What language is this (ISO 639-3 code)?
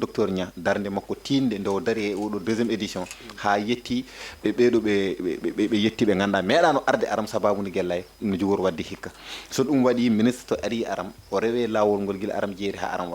ful